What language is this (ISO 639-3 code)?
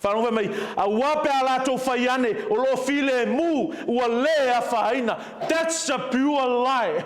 smo